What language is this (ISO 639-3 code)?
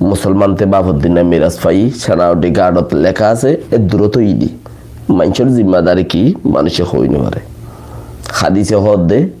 rhg